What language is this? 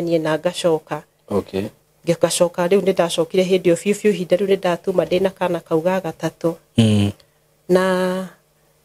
Kikuyu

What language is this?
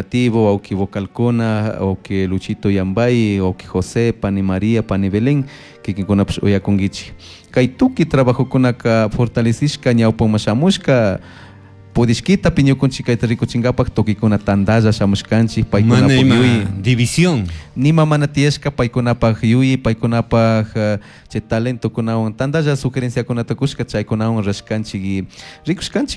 Chimborazo Highland Quichua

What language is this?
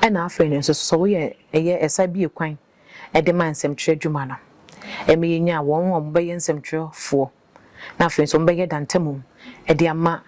Akan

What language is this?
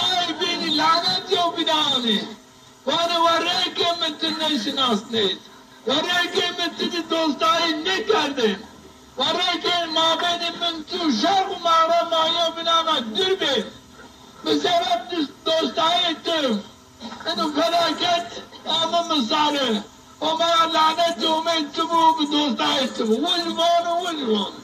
Zaza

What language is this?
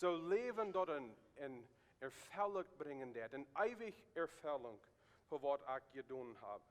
Plautdietsch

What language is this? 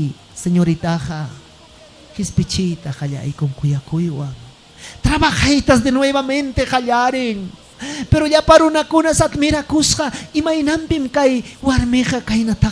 Ayacucho Quechua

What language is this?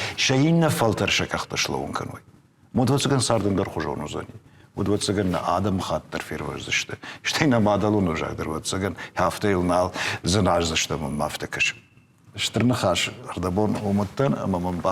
Ossetic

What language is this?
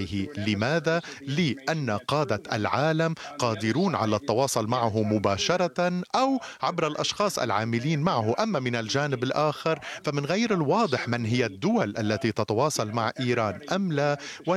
Arabic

